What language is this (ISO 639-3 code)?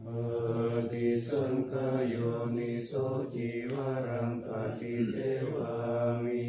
pli